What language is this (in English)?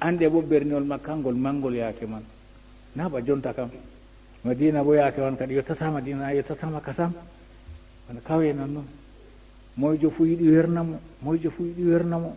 Fula